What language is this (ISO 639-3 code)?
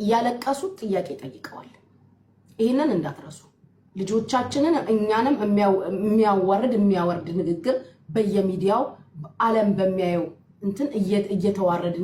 amh